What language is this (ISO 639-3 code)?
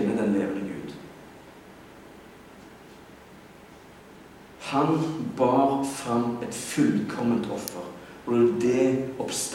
nor